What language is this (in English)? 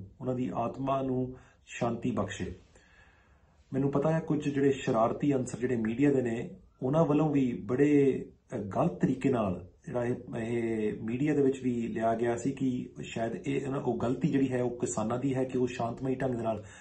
Punjabi